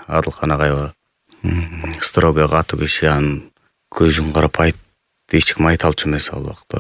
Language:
Kyrgyz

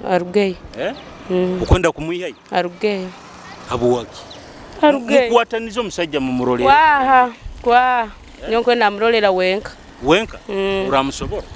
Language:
Nyoro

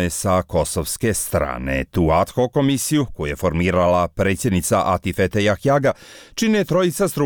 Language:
Bosnian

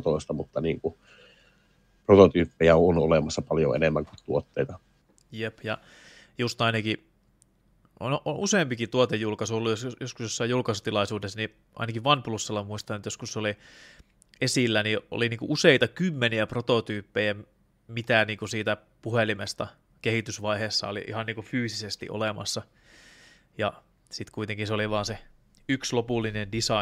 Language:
Finnish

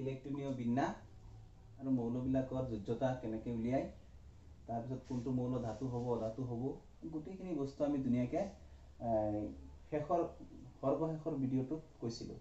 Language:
Assamese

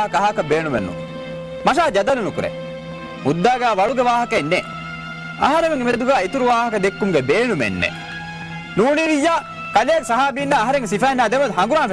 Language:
Divehi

